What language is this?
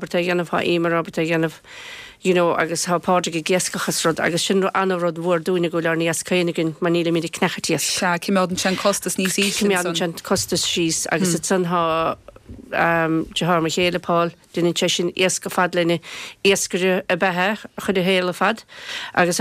Irish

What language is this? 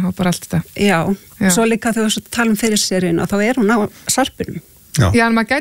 Icelandic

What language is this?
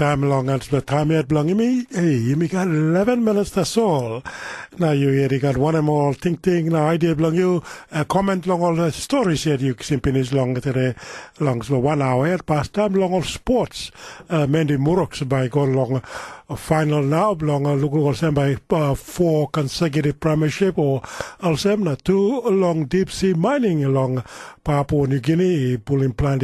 Tok Pisin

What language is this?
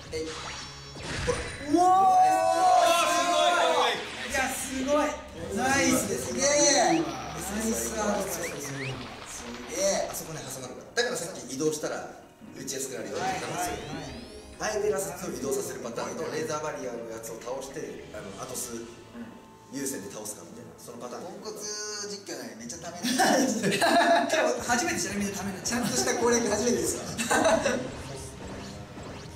Japanese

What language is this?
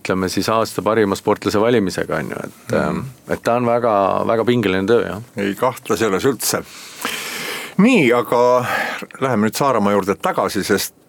Estonian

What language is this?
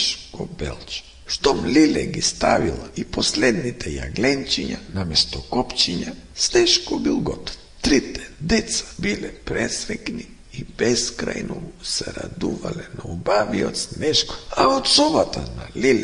Macedonian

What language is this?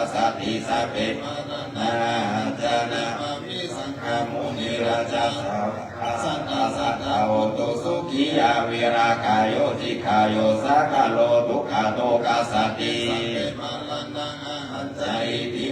Pali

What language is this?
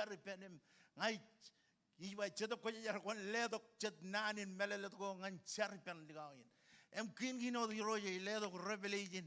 Marshallese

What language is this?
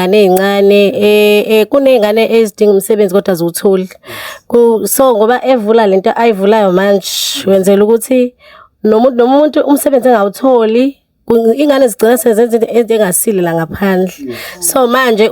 Zulu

